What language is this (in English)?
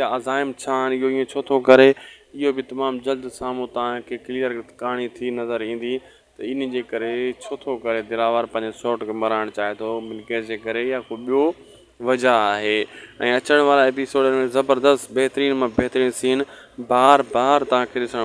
Sindhi